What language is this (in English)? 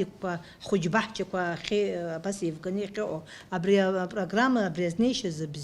Abkhazian